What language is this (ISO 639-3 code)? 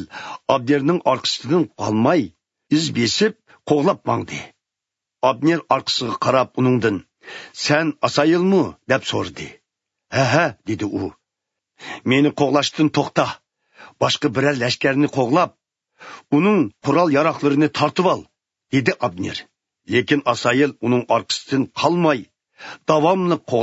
uig